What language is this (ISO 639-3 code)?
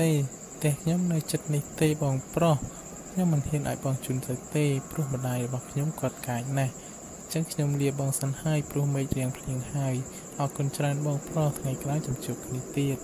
khm